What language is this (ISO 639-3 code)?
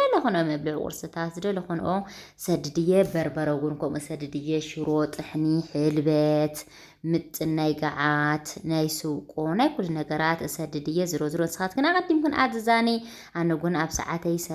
tir